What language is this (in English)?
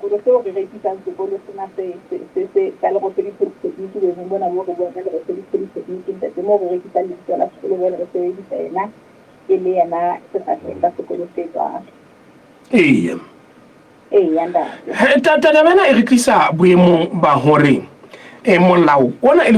Southern Sotho